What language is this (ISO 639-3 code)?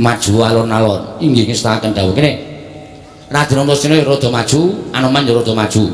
jav